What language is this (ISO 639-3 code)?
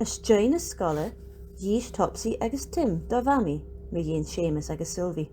gla